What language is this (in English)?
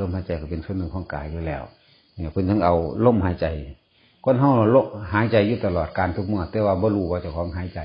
Northeastern Thai